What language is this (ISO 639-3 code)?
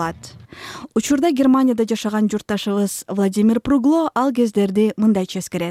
kir